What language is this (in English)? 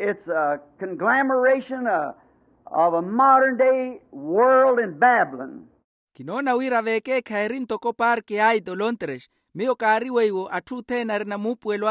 Makhuwa